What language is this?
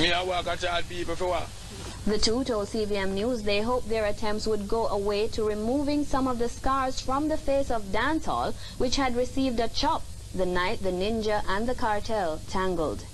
Jamaican Creole English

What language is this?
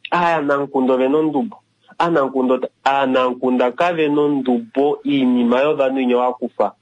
Kuanyama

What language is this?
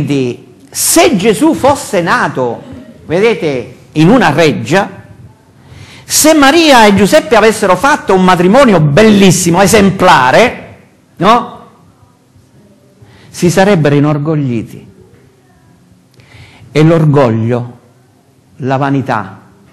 Italian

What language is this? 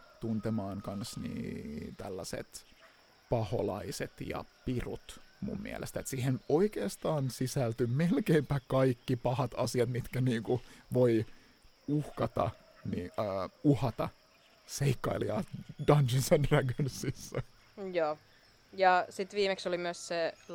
Finnish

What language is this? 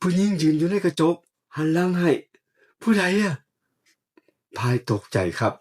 Northeastern Thai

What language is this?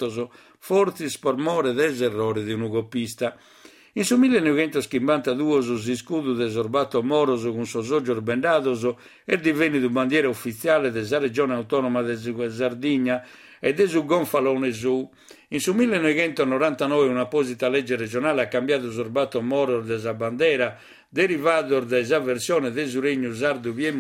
Sardinian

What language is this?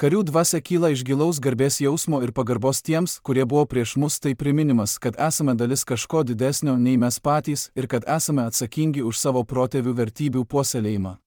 Lithuanian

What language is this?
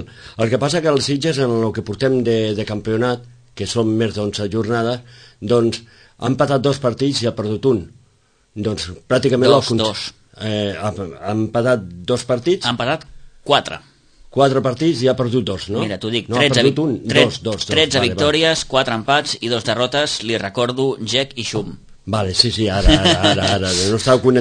Catalan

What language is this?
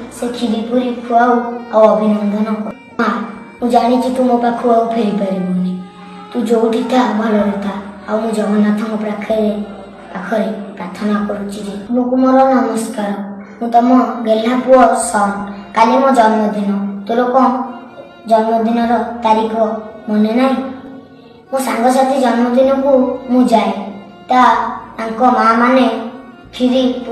Odia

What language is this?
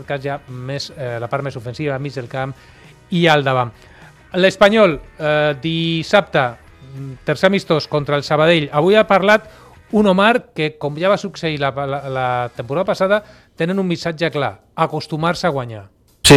Catalan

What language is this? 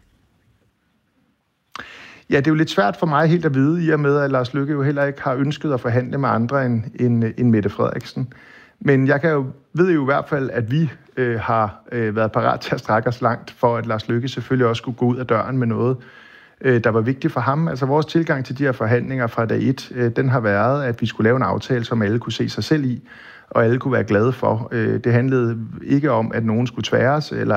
Danish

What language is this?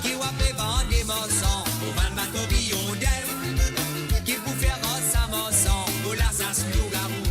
Morisyen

